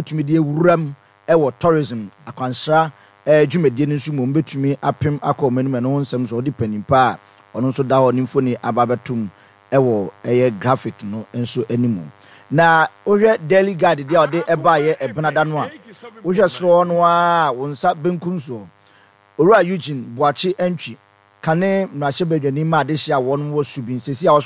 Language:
Akan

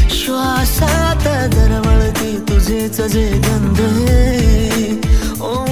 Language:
Marathi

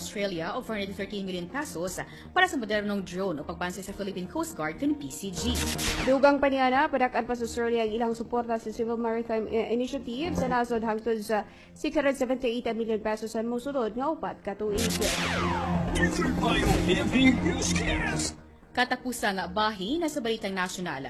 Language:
Cebuano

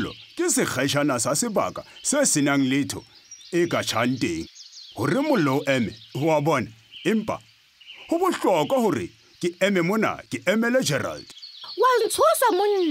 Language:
Southern Sotho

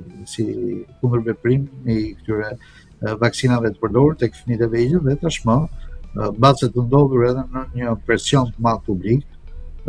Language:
Albanian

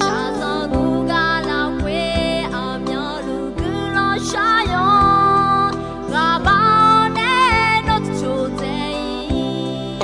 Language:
Akha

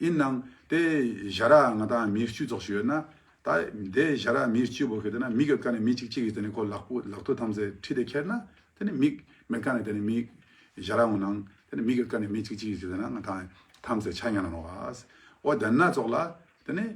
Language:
Ladakhi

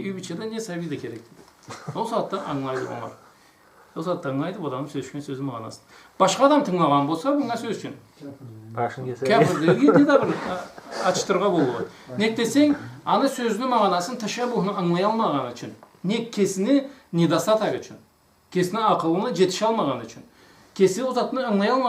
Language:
Karachay-Balkar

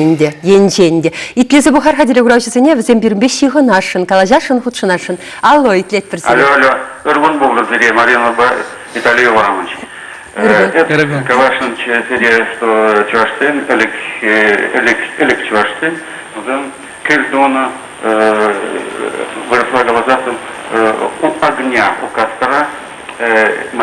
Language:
Chuvash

